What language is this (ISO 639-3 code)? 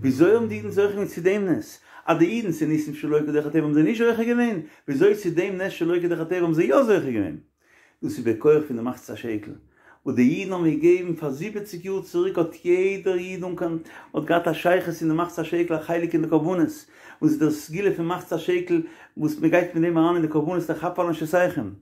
yid